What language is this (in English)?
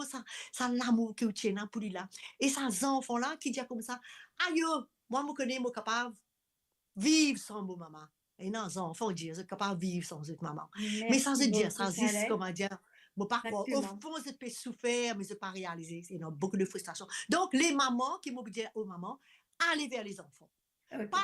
Morisyen